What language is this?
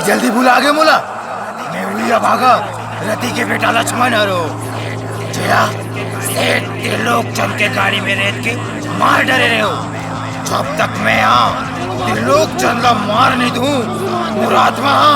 Chhattisgarhi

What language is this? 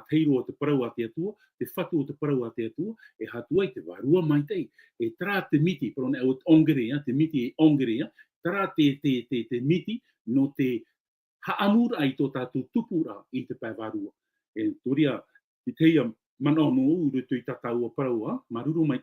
Tahitian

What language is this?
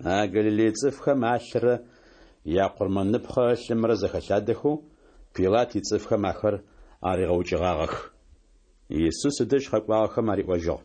Adyghe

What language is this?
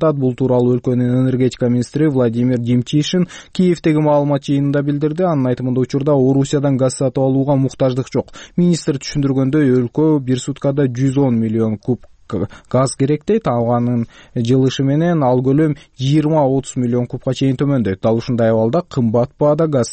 Kyrgyz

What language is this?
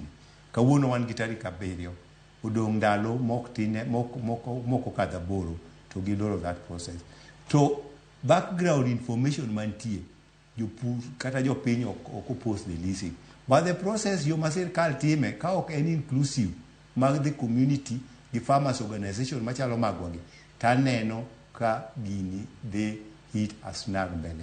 Luo (Kenya and Tanzania)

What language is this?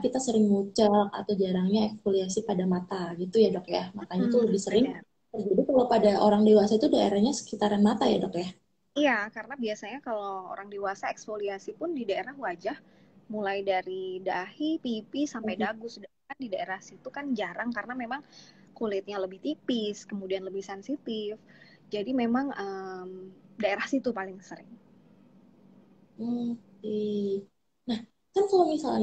Indonesian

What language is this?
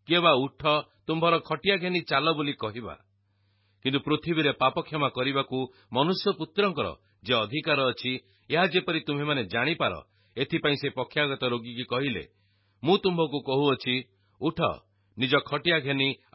Odia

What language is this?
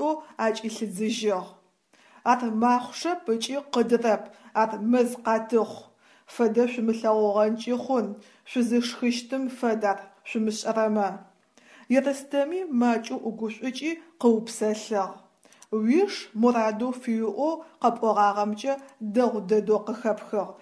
Adyghe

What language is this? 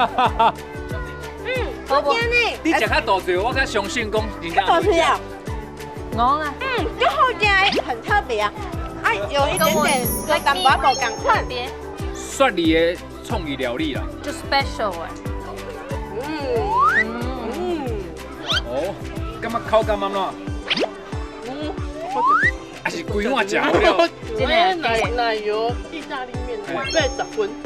Min Nan Chinese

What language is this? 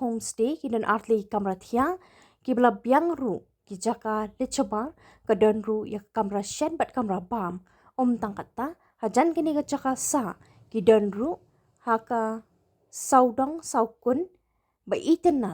Khasi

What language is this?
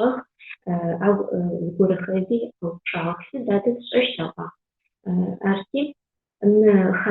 Adyghe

